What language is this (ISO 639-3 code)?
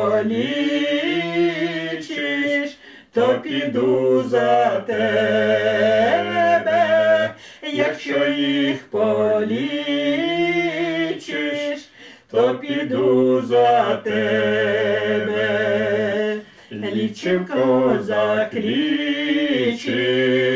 ukr